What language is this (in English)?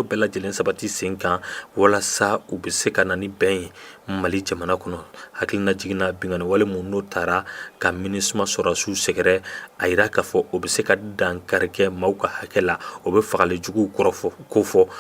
Bambara